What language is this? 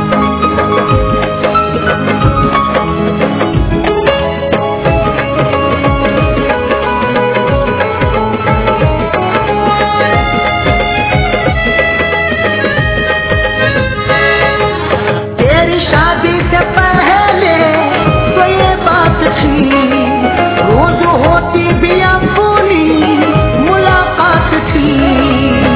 Hindi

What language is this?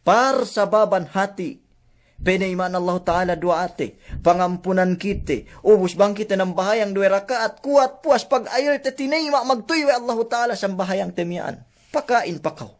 Yakan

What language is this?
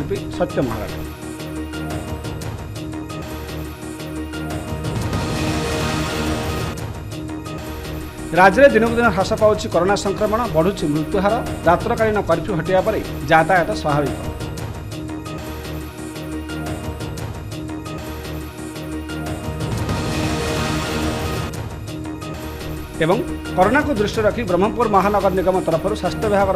Odia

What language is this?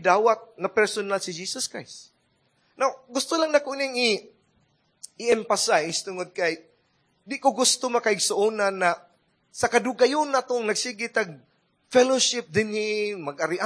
Cebuano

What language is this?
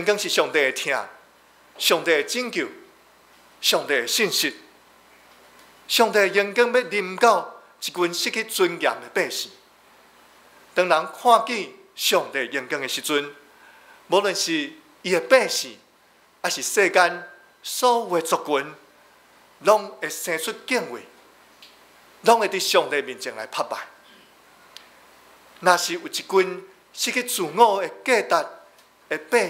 Min Nan Chinese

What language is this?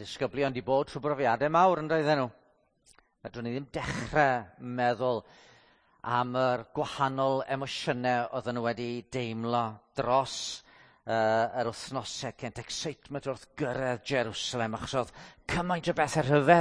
Welsh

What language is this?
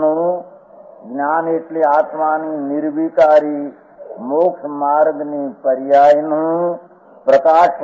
Gujarati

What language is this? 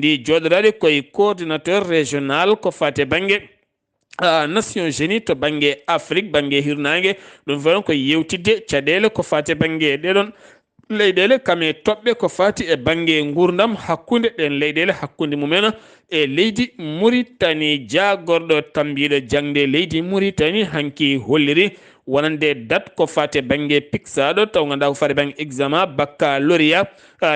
Fula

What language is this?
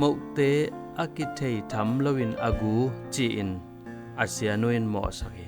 Tedim Chin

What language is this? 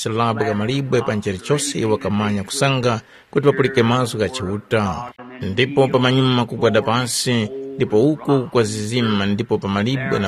Tumbuka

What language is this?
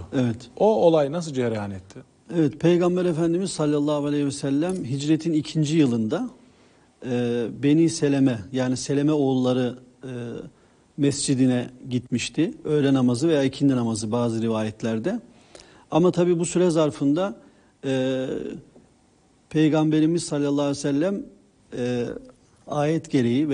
Turkish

